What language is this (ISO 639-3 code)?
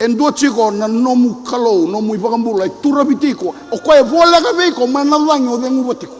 fij